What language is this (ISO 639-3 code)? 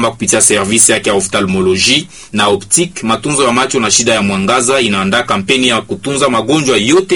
swa